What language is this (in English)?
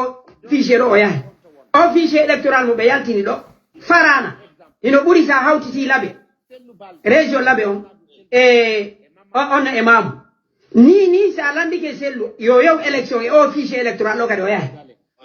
Fula